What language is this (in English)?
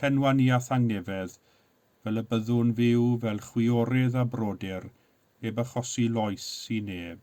Welsh